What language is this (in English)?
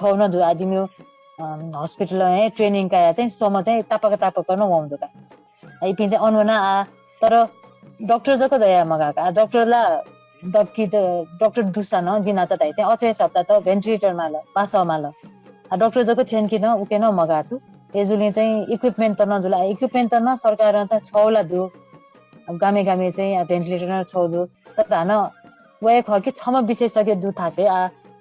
Newari